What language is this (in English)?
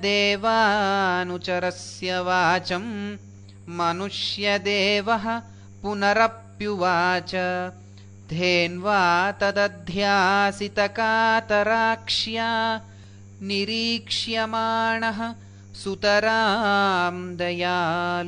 Sanskrit